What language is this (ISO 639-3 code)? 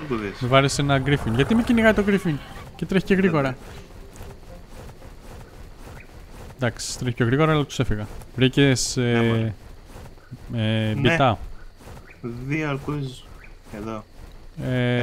ell